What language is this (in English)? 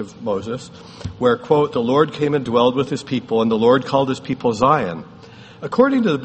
English